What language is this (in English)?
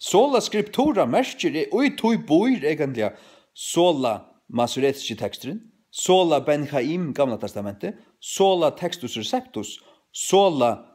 Faroese